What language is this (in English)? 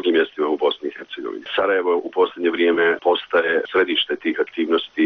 Bosnian